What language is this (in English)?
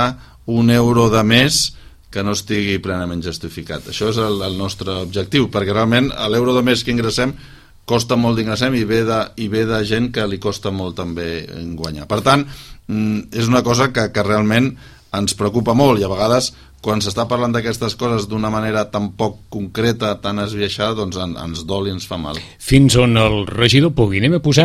Catalan